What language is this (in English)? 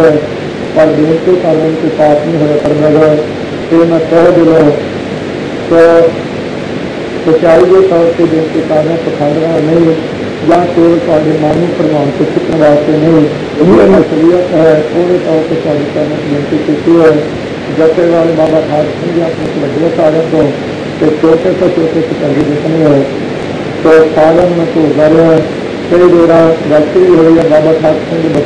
Punjabi